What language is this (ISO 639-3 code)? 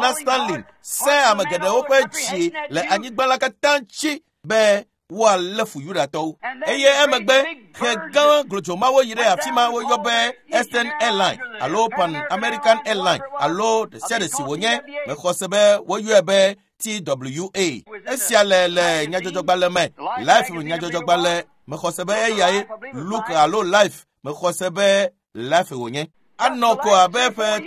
ewe